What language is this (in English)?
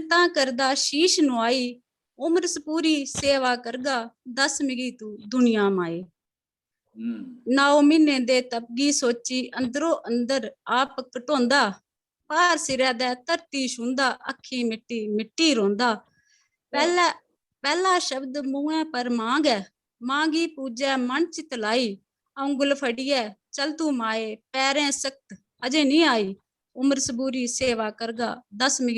Dogri